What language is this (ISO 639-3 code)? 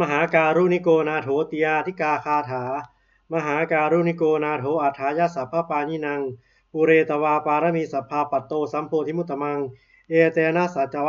pli